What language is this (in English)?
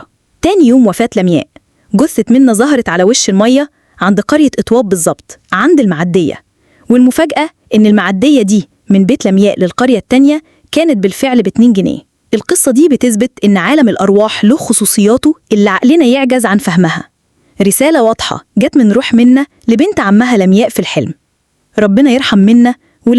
Egyptian Arabic